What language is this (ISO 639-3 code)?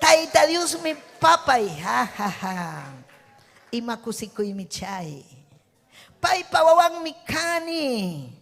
quy